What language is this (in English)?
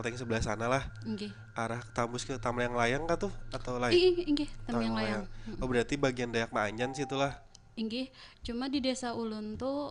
Banjar